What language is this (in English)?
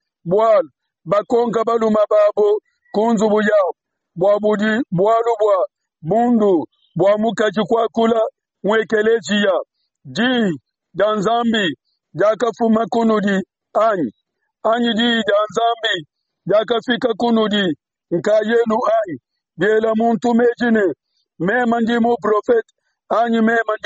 Luba-Lulua